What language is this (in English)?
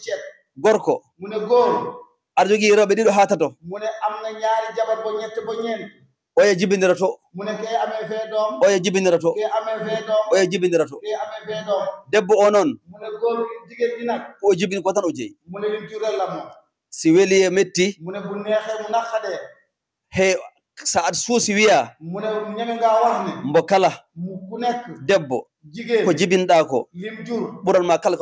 Fula